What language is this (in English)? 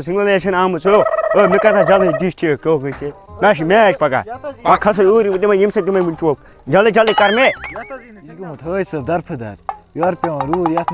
Kashmiri